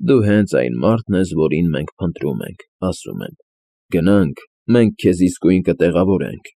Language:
Armenian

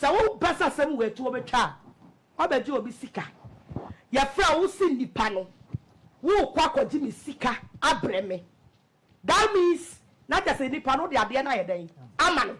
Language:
Akan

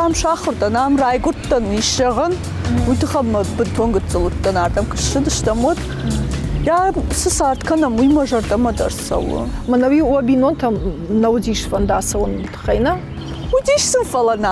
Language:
Ossetic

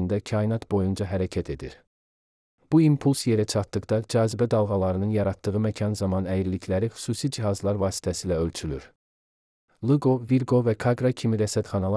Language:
Azerbaijani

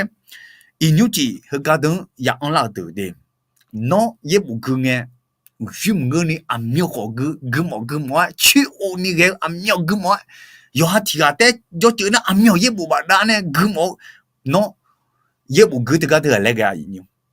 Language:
Akha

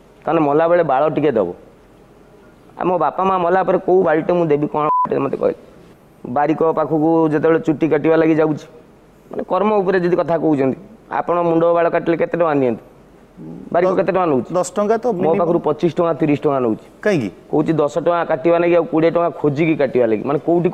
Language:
Odia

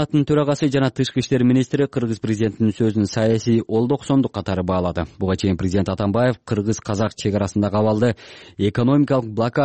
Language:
Kyrgyz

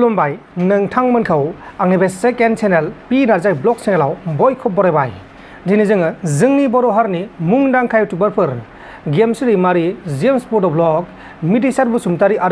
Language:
Bodo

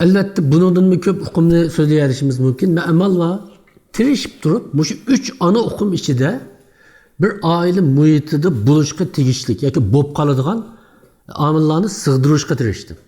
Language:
Uyghur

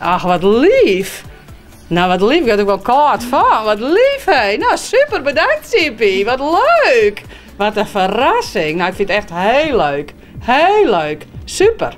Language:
Western Frisian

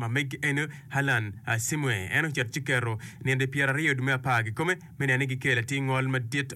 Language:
Acoli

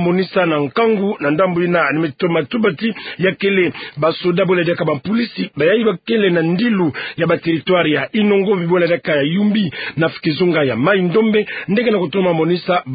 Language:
Kituba (Democratic Republic of Congo)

